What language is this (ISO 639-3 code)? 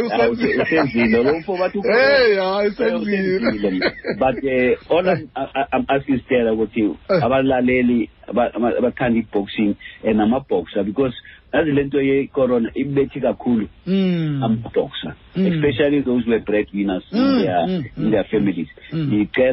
xho